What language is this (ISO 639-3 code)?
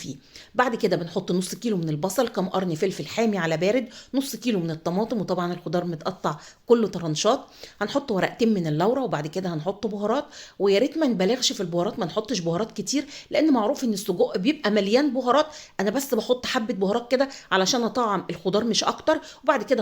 arz